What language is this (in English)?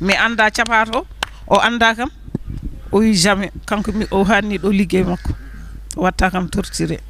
Fula